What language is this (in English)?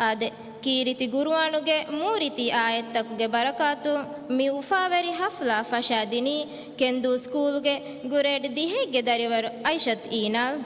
Divehi